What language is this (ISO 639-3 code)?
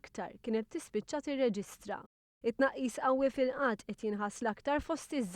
mlt